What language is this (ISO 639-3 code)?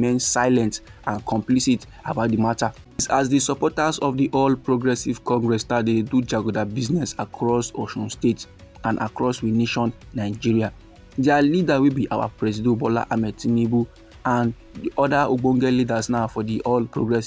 pcm